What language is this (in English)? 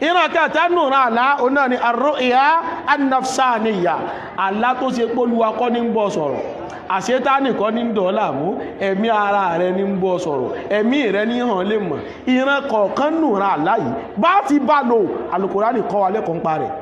Yoruba